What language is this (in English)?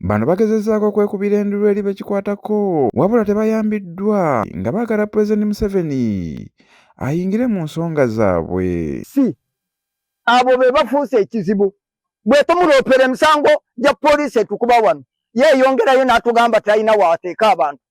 Ganda